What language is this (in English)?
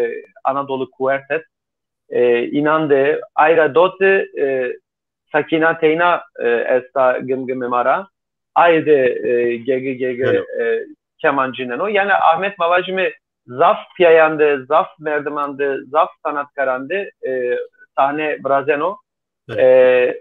Zaza